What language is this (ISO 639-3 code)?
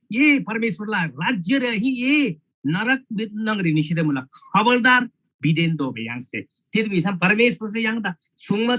taj